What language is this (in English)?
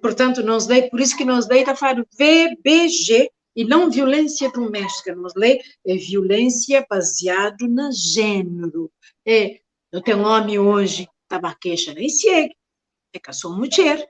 Kabuverdianu